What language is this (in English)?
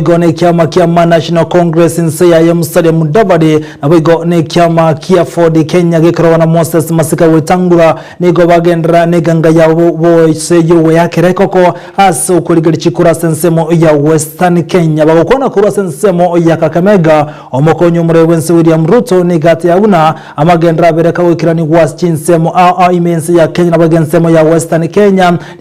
Gusii